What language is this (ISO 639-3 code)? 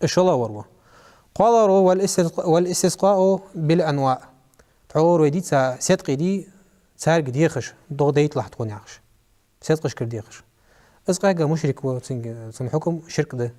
inh